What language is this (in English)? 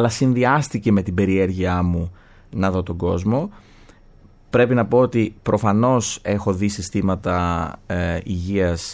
Greek